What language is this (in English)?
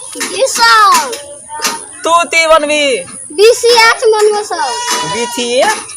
Maithili